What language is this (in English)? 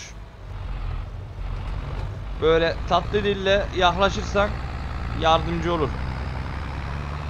Turkish